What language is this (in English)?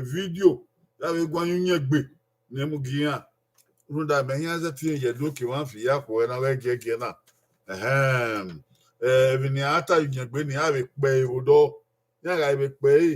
Bini